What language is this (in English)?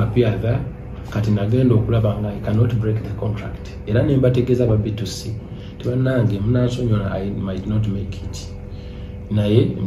Ganda